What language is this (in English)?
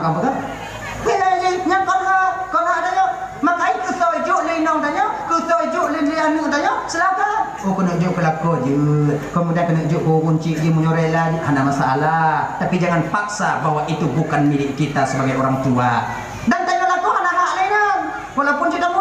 Achinese